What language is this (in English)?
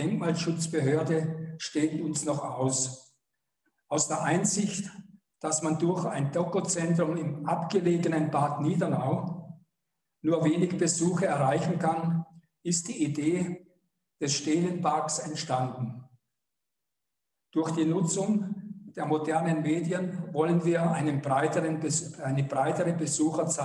German